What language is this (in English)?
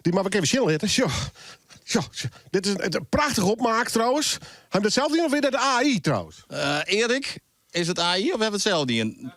Western Frisian